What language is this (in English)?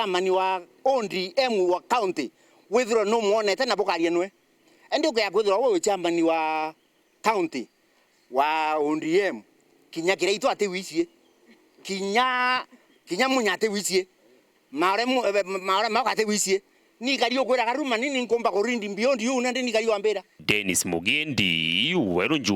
Meru